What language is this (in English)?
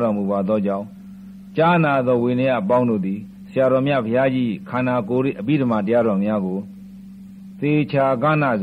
Burmese